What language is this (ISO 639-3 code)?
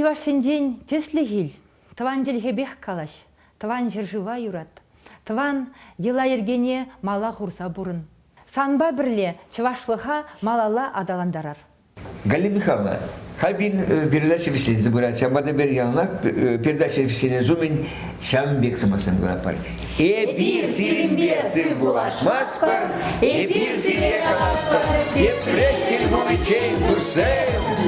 chv